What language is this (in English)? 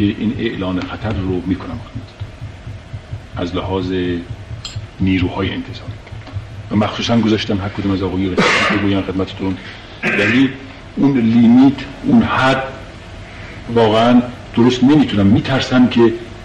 Persian